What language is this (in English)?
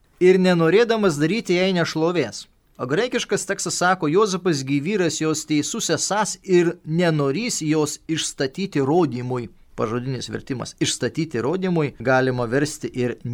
Lithuanian